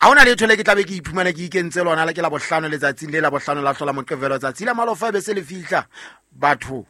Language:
Southern Sotho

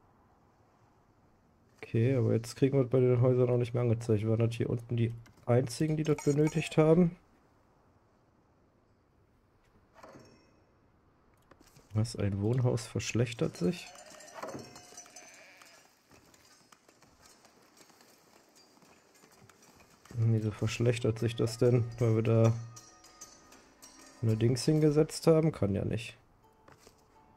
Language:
German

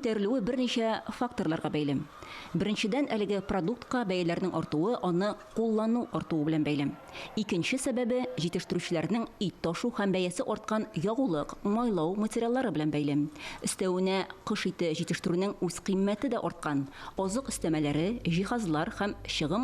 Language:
Tatar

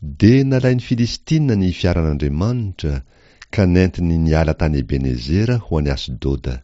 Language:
Malagasy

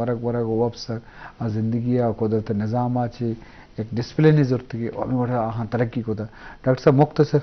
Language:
Eastern Balochi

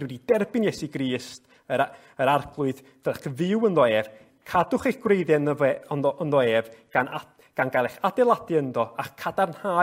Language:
Welsh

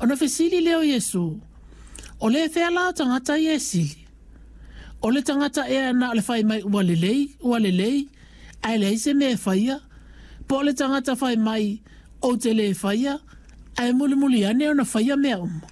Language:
Samoan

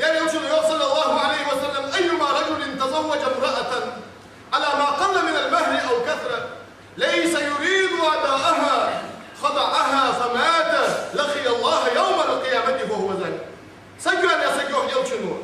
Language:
Ingush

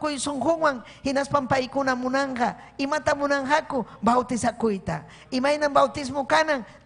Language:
Ayacucho Quechua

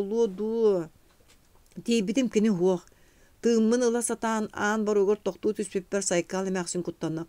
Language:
Yakut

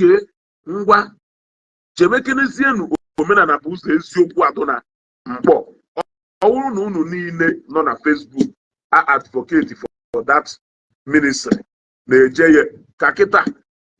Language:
Igbo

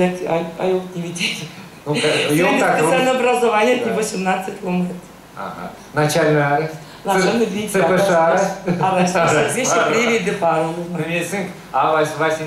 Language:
Erzya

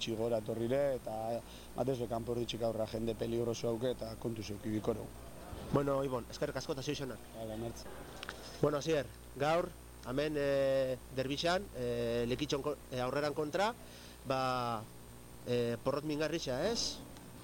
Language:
Basque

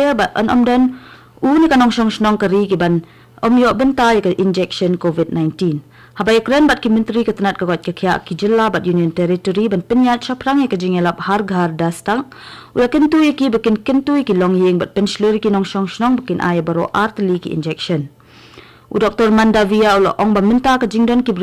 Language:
Khasi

